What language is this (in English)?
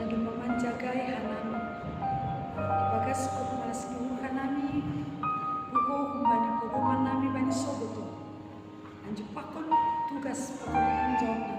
Batak Simalungun